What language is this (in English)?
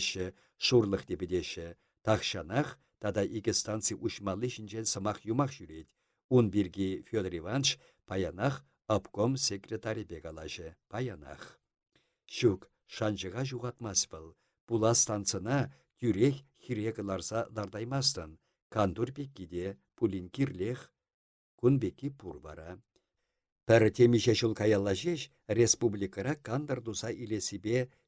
Chuvash